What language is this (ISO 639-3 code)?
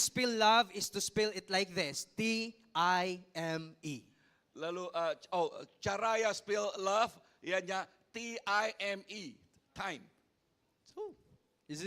iba